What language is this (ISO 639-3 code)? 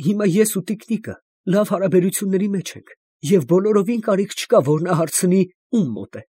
hye